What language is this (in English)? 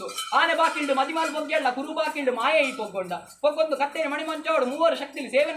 Tulu